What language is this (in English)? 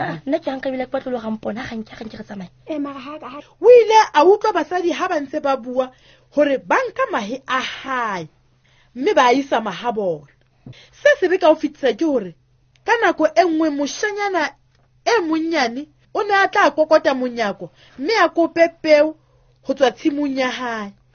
Southern Sotho